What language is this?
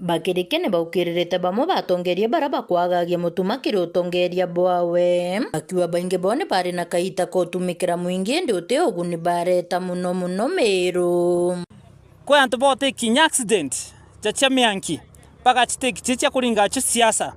Meru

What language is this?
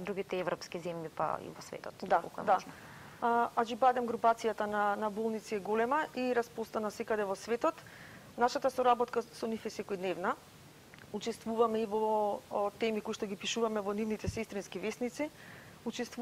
Macedonian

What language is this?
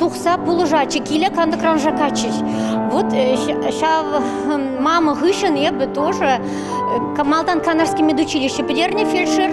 Chuvash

